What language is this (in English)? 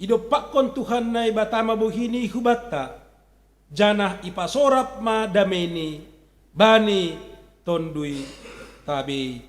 Batak Simalungun